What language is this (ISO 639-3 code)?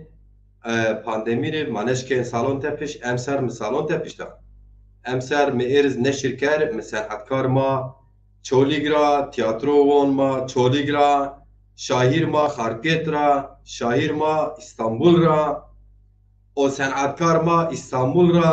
zza